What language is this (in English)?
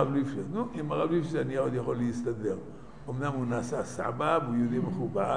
Hebrew